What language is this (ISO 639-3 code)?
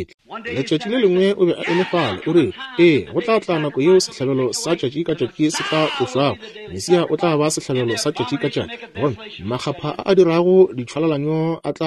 nso